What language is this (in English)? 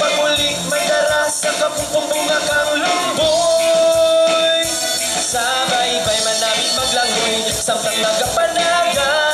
Hiligaynon